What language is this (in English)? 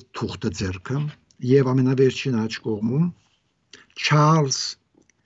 Armenian